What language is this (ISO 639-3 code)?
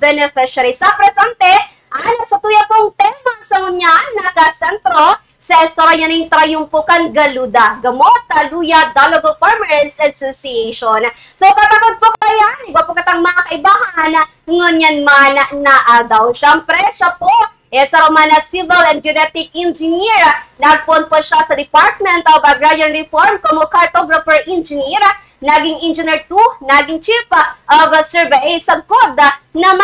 bik